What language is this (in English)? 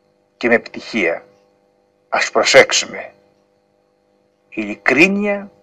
Greek